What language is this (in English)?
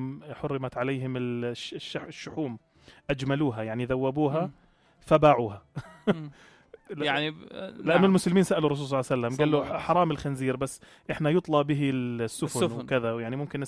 North Levantine Arabic